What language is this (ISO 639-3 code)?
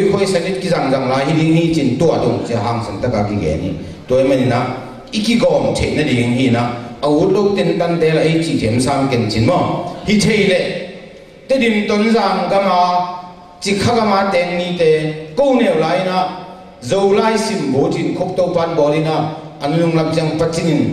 ctd